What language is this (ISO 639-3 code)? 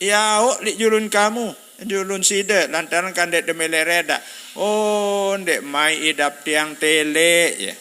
sas